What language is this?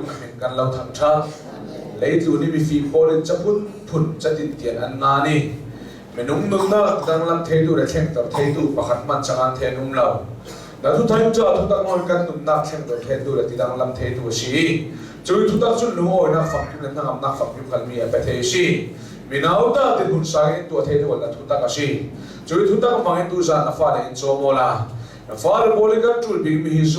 Hakha Chin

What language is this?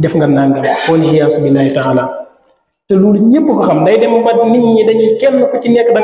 Wolof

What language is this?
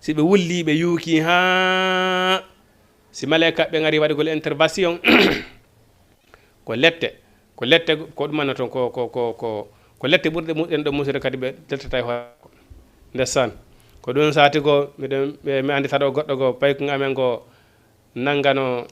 Fula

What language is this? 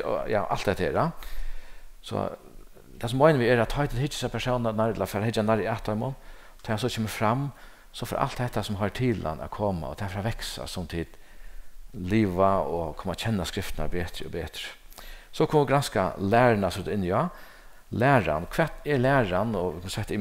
Faroese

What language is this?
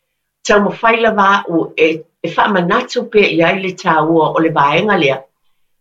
Samoan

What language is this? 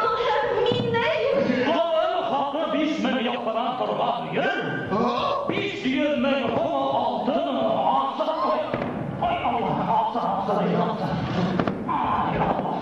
Bashkir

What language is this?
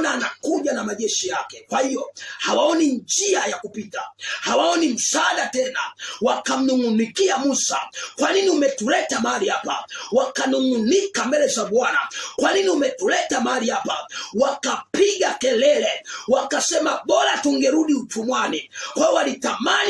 Swahili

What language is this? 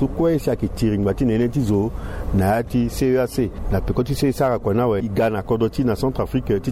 Sango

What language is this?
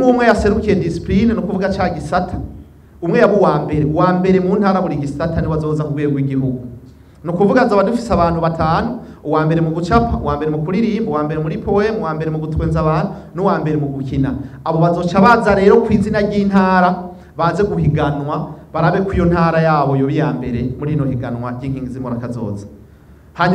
Rundi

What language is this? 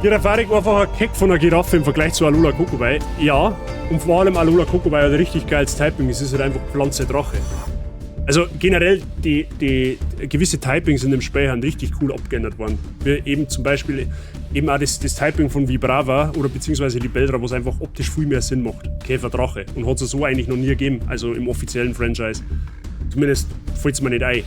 Bavarian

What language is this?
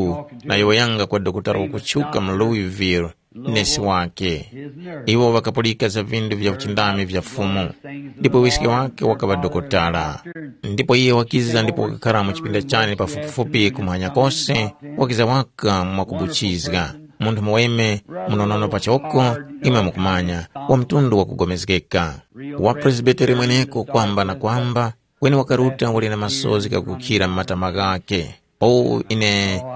Tumbuka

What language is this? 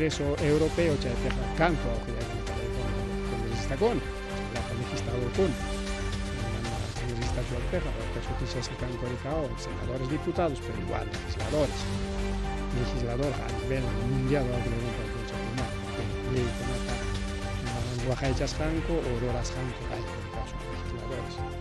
Ayacucho Quechua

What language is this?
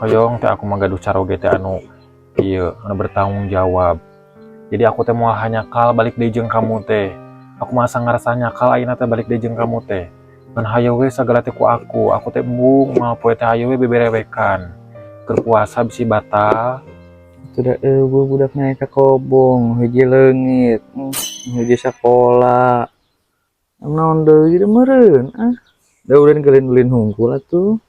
Sundanese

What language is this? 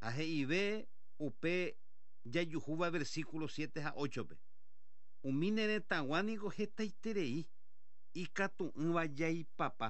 Guarani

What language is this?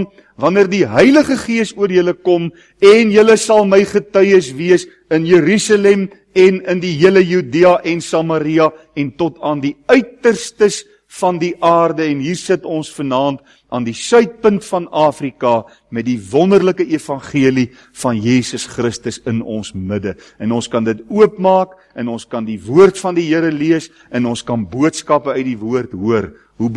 Afrikaans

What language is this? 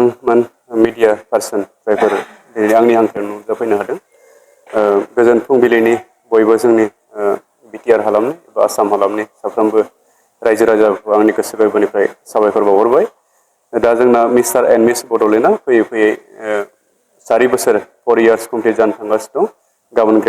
Bodo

